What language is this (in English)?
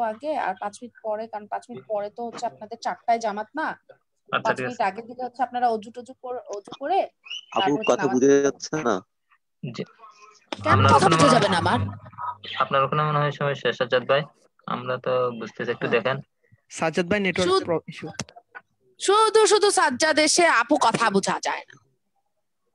Bangla